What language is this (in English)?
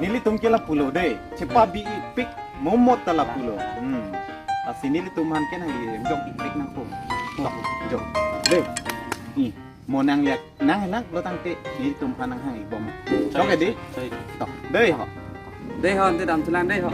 Karbi